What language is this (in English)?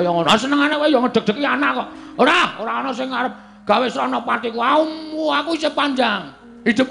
Javanese